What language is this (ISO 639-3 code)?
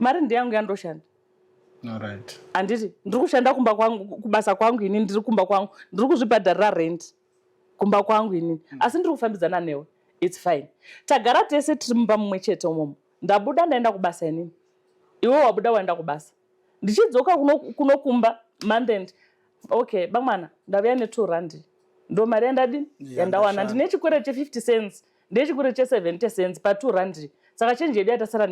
sna